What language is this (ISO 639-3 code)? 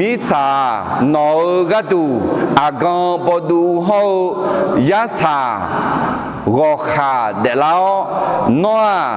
ahk